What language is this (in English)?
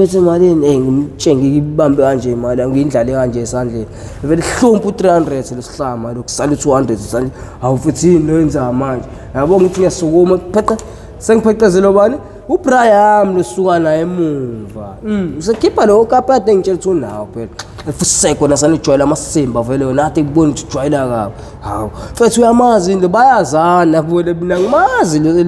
Zulu